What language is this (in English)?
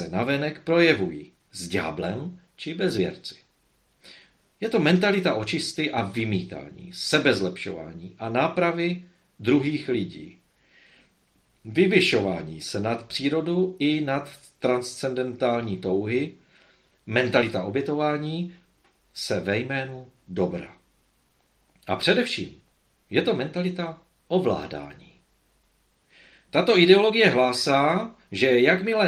Czech